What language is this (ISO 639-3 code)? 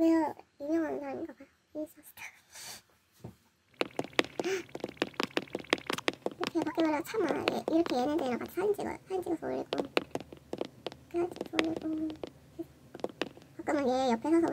kor